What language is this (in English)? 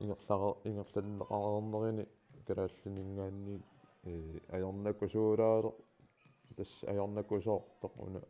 Kalaallisut